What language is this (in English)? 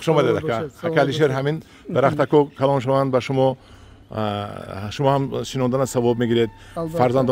Tajik